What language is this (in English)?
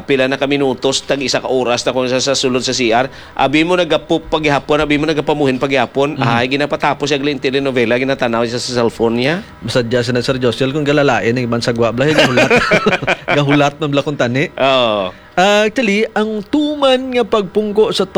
Hiligaynon